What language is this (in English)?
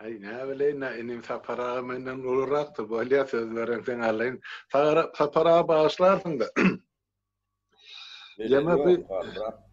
Turkmen